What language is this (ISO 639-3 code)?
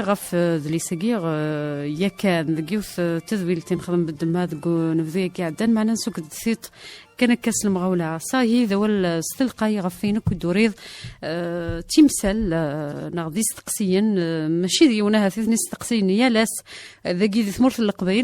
kab